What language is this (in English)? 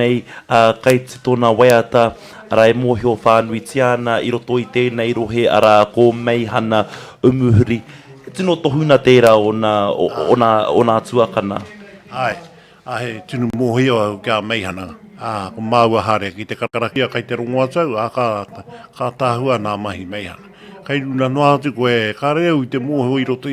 Māori